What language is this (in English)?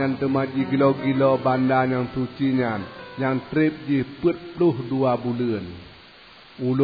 Achinese